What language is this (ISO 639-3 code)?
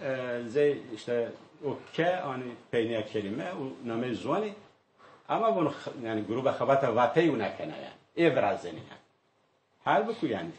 zza